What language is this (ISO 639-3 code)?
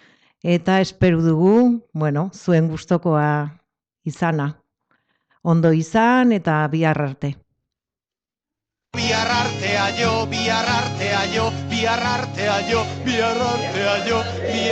eus